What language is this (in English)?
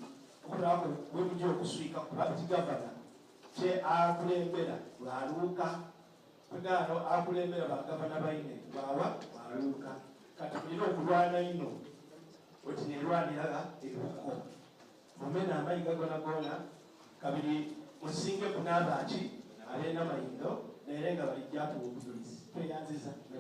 Soga